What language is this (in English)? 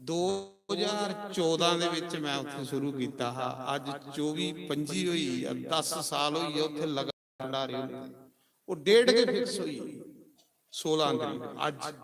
Dogri